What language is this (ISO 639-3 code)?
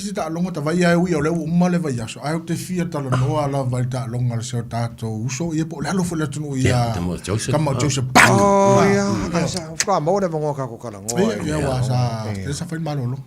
smo